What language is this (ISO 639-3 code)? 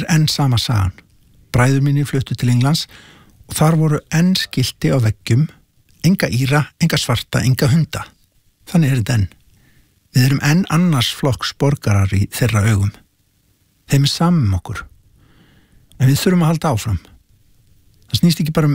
isl